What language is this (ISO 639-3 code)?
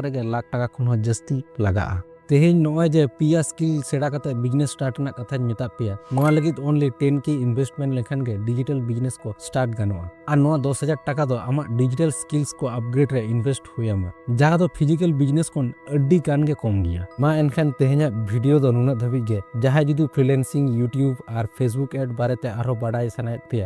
sat